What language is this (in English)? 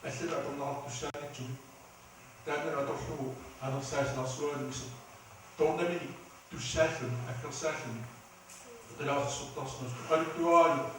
Kalaallisut